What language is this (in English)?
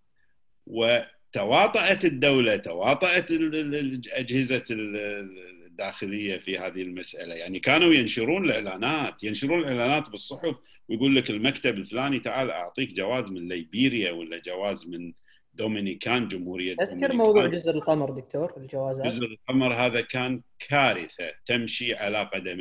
Gulf Arabic